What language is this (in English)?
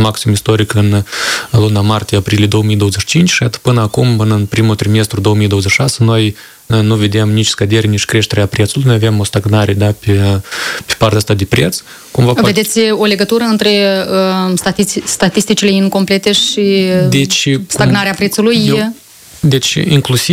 Romanian